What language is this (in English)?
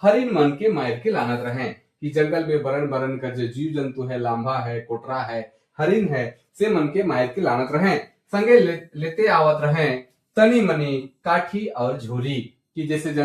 Sadri